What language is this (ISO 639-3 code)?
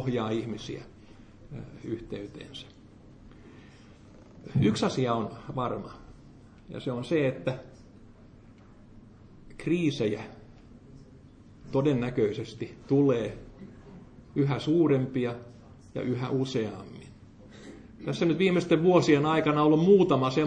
fin